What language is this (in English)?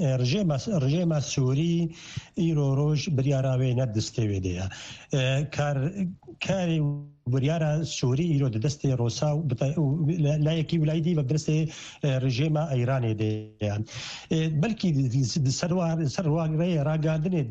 Kurdish